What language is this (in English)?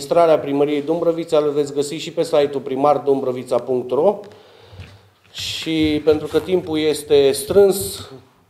Romanian